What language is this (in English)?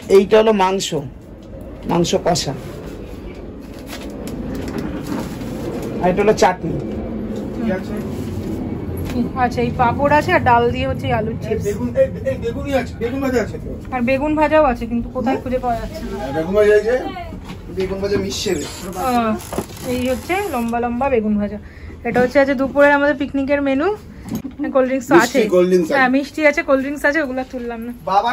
Bangla